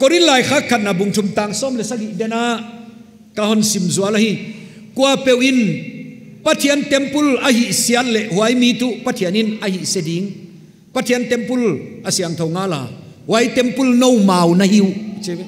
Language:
Paite Chin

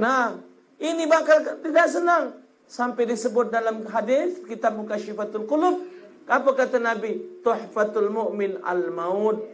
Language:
Musi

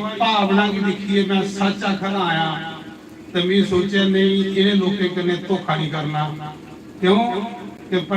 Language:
Dogri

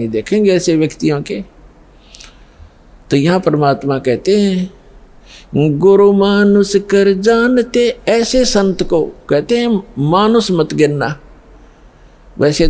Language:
Hindi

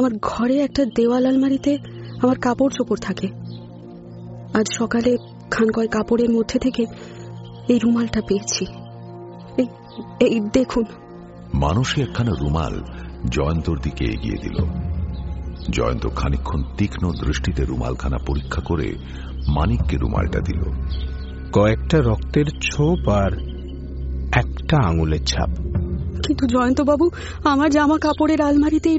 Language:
Bangla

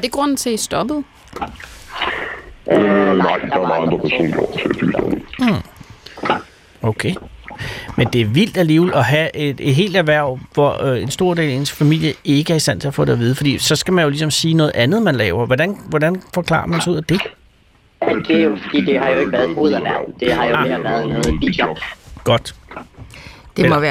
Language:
Danish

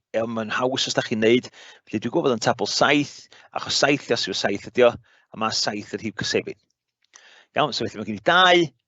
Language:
Welsh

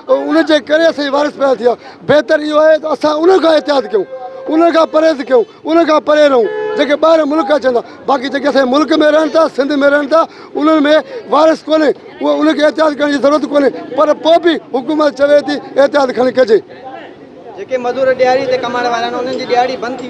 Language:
Sindhi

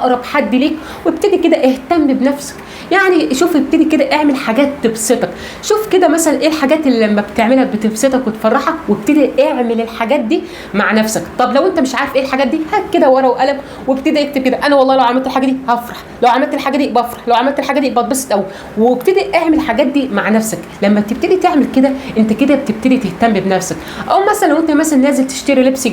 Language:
Egyptian Arabic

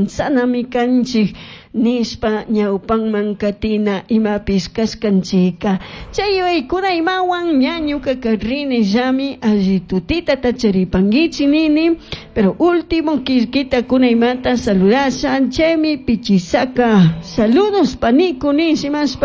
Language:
Chimborazo Highland Quichua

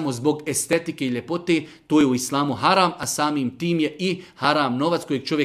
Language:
Serbian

